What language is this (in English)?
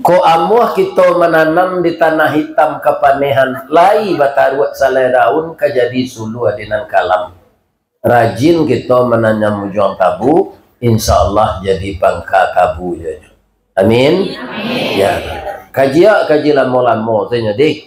Minangkabau